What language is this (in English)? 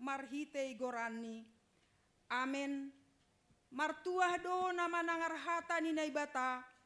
Batak Simalungun